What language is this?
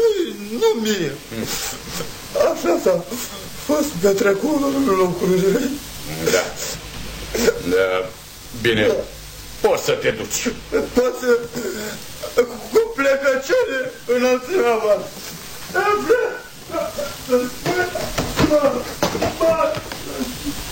Romanian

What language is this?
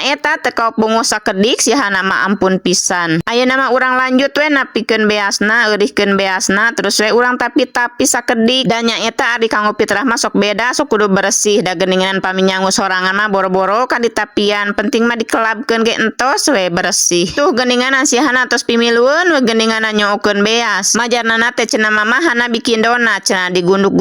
Sundanese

